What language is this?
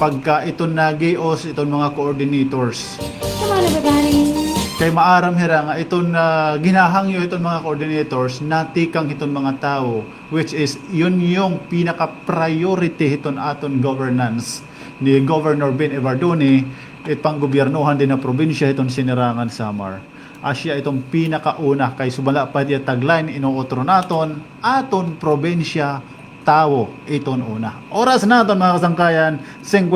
Waray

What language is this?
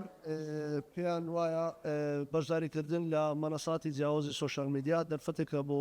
Central Kurdish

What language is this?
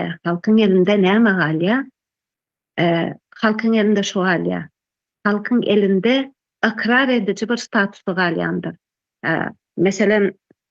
Turkmen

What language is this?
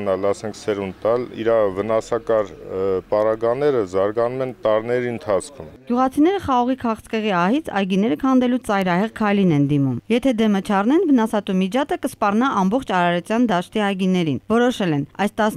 Armenian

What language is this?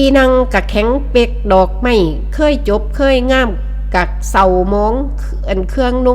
Northeastern Thai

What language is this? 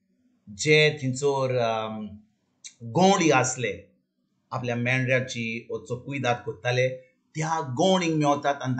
Konkani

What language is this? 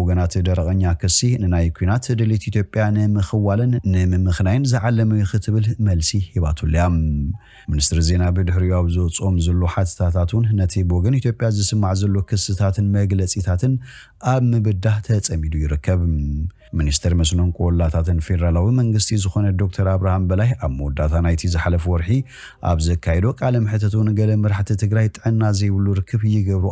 Tigrinya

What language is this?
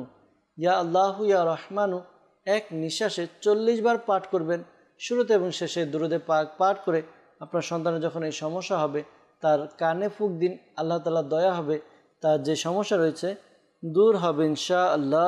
Bangla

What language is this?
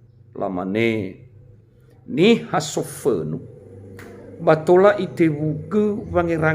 Nias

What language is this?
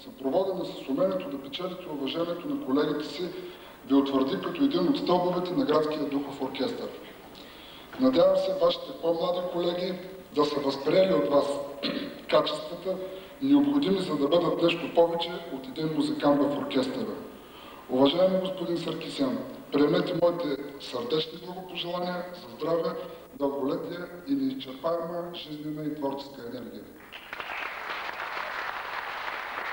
Bulgarian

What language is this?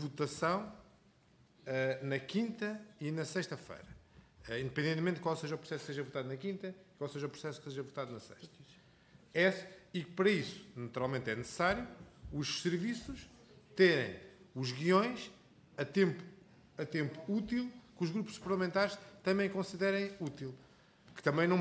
Portuguese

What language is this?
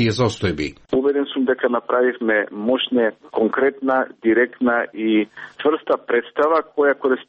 Macedonian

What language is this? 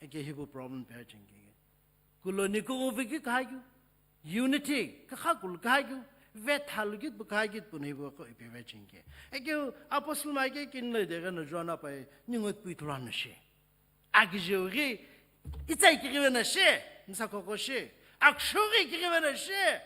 Sumi Naga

